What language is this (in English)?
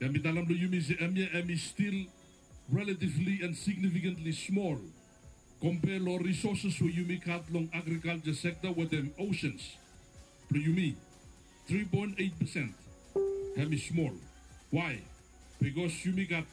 Bislama